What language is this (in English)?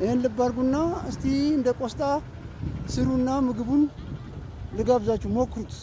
Amharic